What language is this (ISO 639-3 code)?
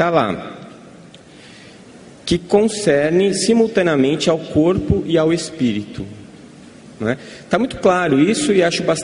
por